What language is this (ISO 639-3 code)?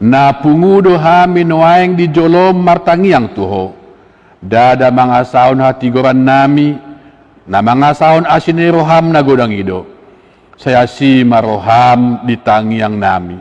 bbc